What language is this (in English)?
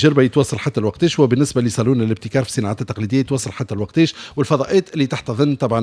Tunisian Arabic